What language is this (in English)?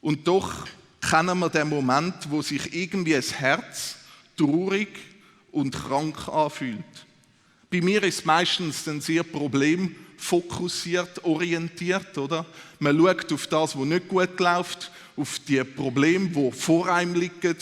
Swiss German